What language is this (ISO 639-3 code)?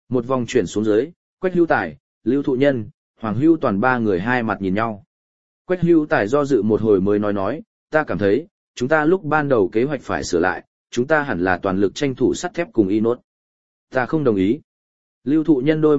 vie